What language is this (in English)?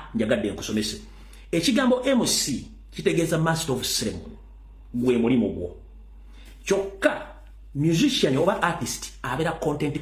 Ganda